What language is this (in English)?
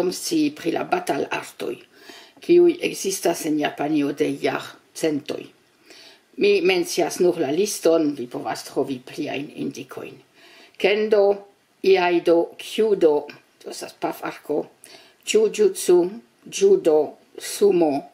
Esperanto